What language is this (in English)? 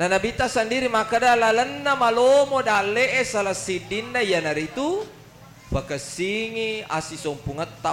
Buginese